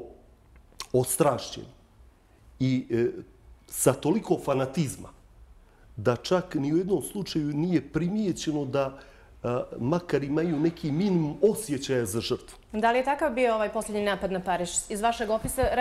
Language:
Bosnian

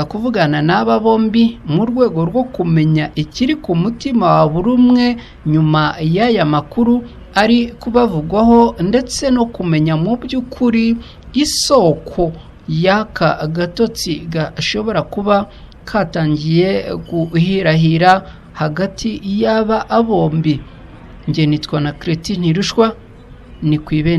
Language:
Kinyarwanda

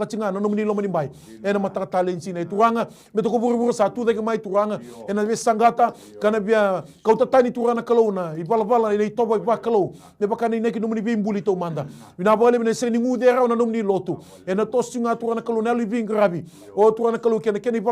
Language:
Fijian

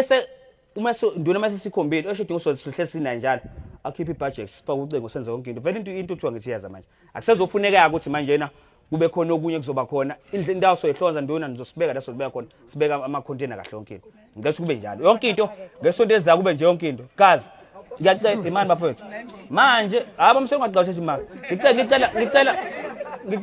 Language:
Zulu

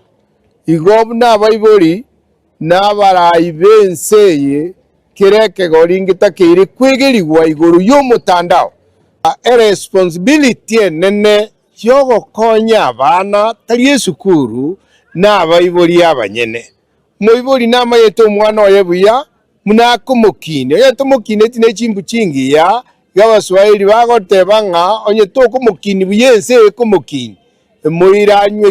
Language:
Gusii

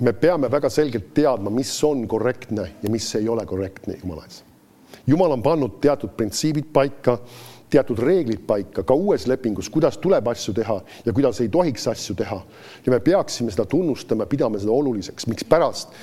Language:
Estonian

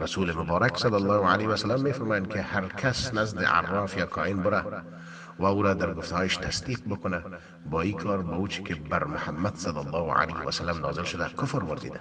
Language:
Persian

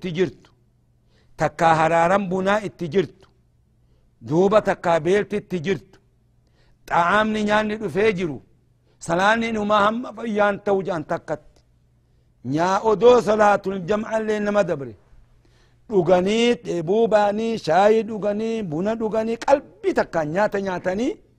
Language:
Oromo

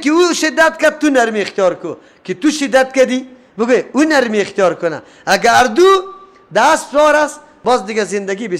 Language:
Persian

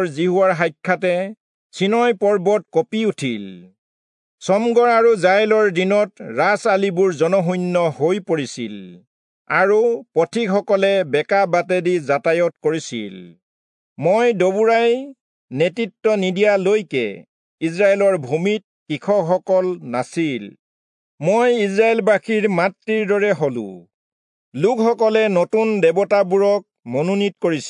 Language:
Assamese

